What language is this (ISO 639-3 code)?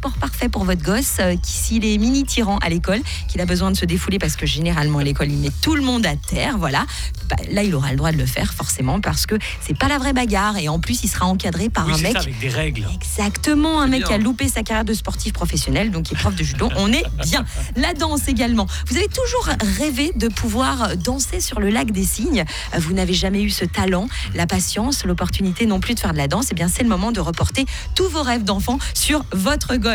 fra